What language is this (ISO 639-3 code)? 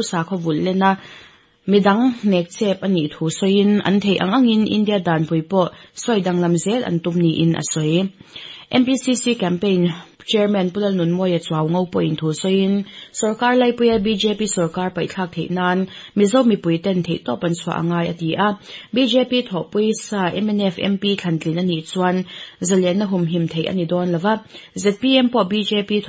lus